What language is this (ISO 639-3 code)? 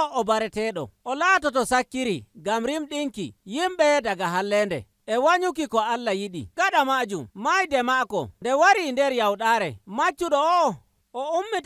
fuv